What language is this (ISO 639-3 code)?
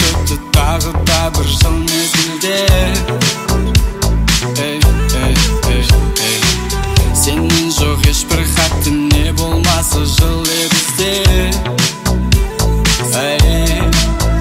kaz